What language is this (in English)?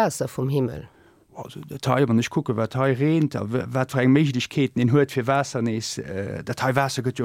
Luxembourgish